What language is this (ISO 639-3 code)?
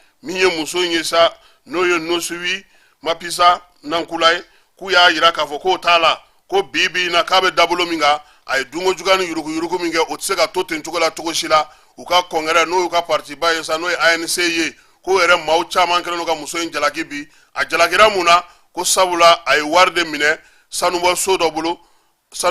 bam